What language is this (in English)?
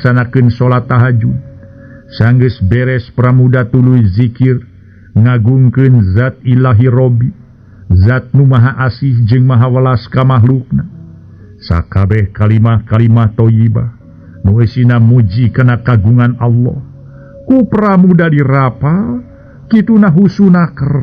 Sundanese